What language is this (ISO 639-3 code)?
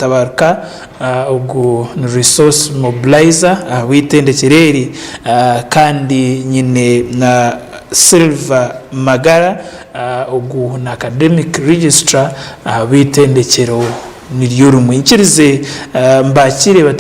nyn